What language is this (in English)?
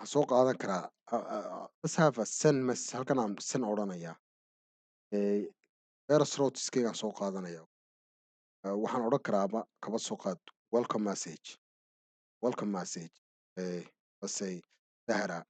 Somali